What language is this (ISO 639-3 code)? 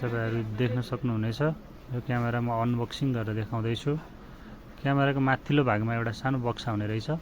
nep